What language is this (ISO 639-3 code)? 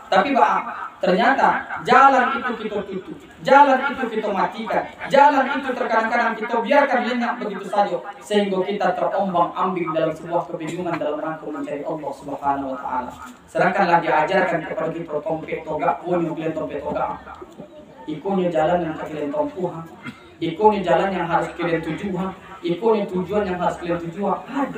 min